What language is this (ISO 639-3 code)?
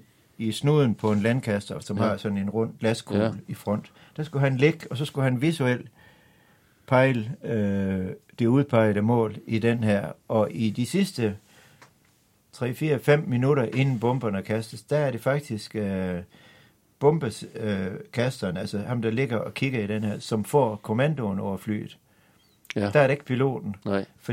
dan